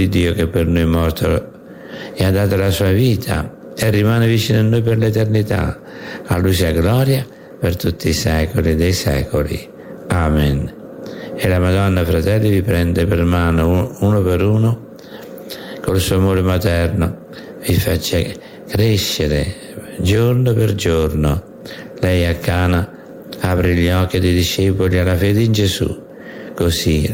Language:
Italian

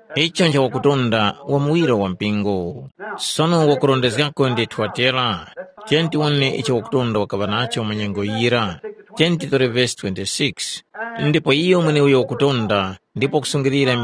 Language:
Tumbuka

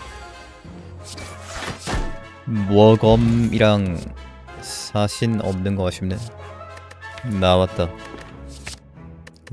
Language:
Korean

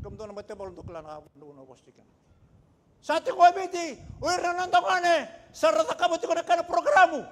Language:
Fijian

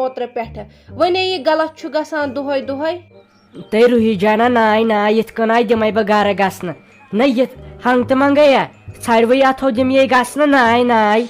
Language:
Kashmiri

